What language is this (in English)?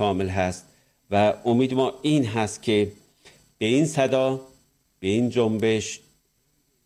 Persian